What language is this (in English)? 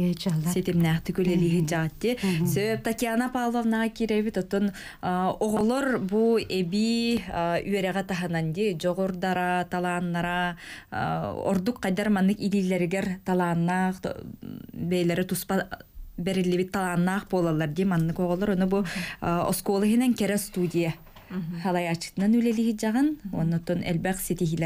Yakut